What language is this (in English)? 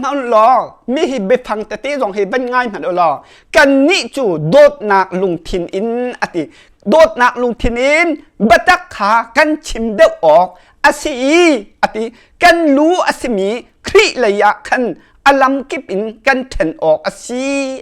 Hakha Chin